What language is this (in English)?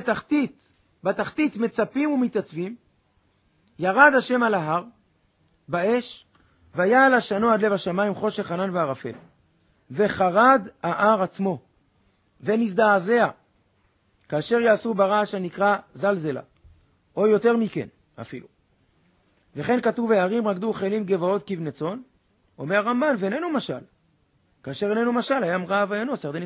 Hebrew